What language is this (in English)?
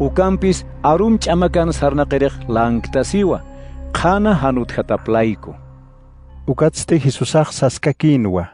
Aymara